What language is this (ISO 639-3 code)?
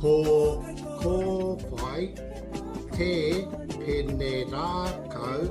mri